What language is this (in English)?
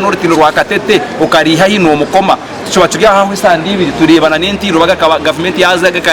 Nyankole